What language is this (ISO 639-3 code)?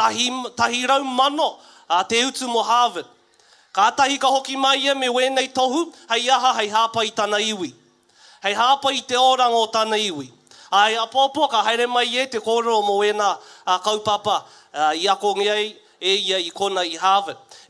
mri